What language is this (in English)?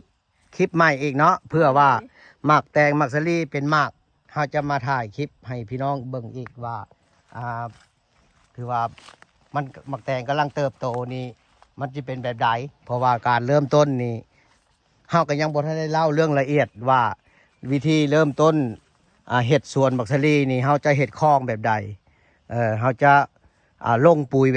Lao